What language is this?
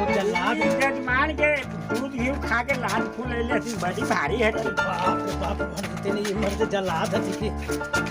Magahi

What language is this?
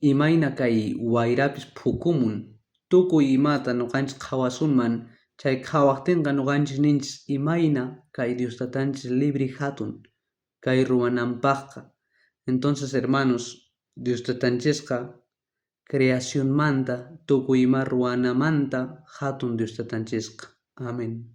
South Bolivian Quechua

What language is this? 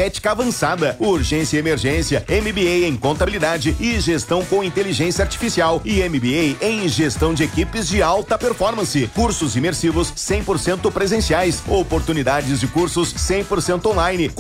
Portuguese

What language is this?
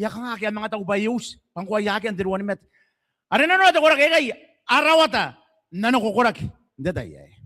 Gilbertese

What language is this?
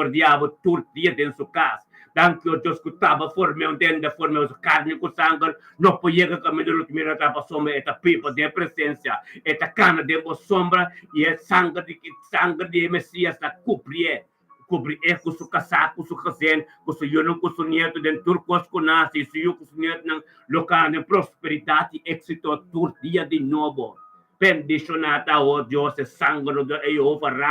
Papiamento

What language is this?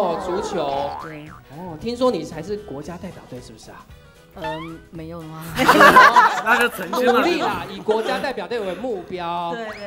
Chinese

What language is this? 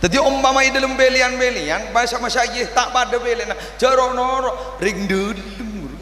Madurese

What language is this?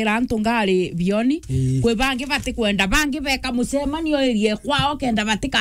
Meru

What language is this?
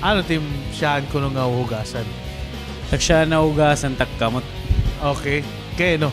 Waray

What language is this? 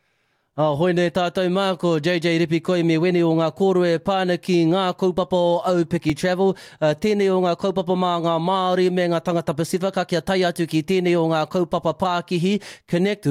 Māori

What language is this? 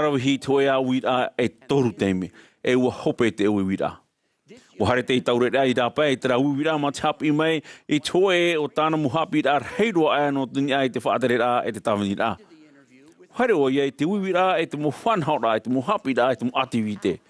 Tahitian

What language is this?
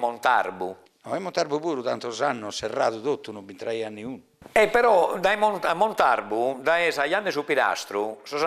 Sardinian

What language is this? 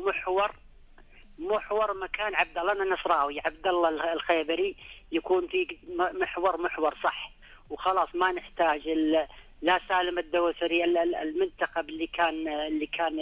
Najdi Arabic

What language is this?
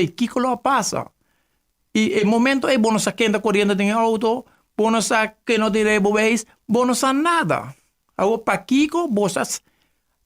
Papiamento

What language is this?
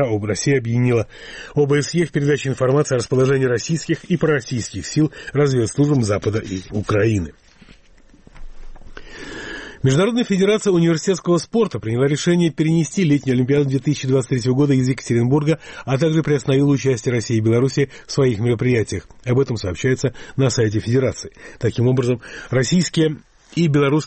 Russian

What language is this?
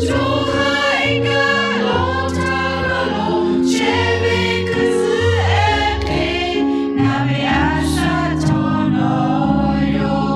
Lahu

